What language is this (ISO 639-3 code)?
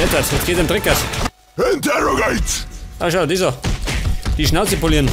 bar